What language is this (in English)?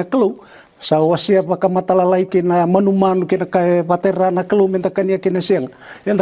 Fijian